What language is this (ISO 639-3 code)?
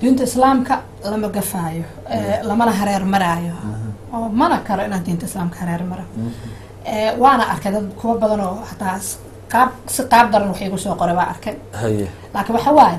som